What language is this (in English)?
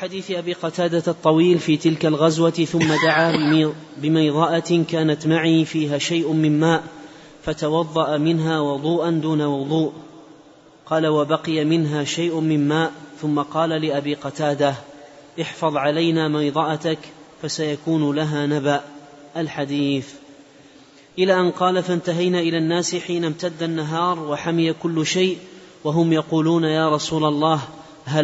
Arabic